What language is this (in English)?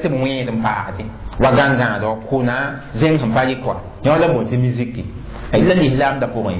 Mossi